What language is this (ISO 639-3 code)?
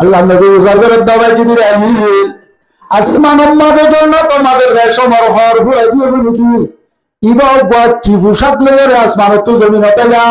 rhg